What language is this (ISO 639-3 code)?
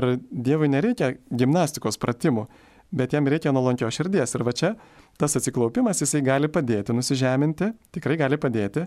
lit